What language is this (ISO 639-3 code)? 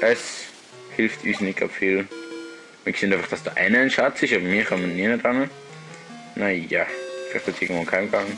gsw